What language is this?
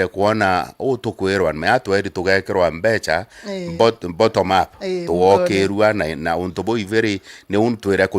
Meru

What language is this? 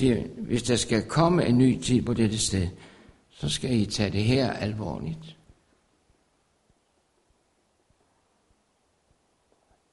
Danish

